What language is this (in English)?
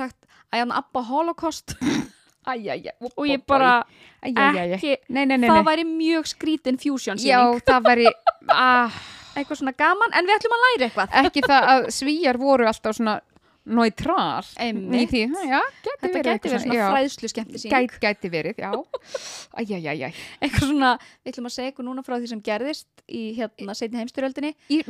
Icelandic